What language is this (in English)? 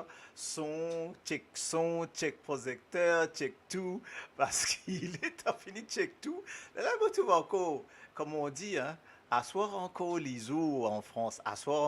Morisyen